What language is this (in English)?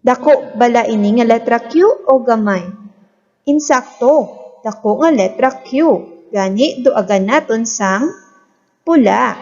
Hiligaynon